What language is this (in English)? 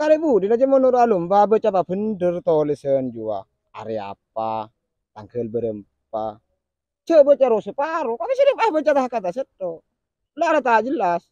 Madurese